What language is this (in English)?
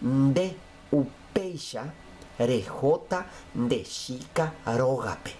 Guarani